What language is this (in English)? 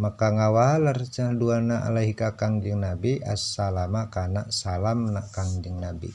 Sundanese